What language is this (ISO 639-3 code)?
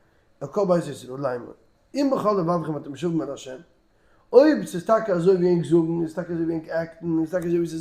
yid